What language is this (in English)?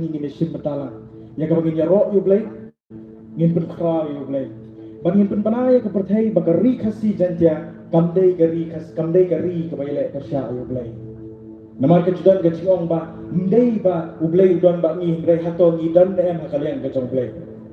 Khasi